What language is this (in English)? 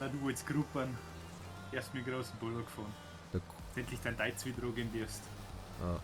Bavarian